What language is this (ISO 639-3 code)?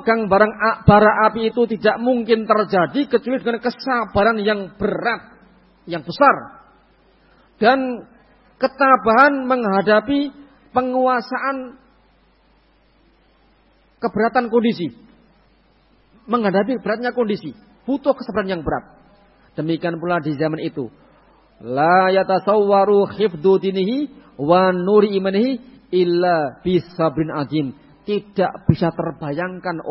ind